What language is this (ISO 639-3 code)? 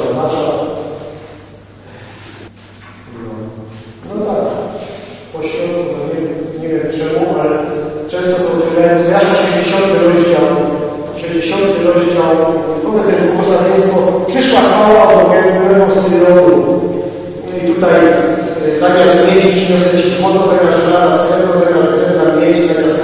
pol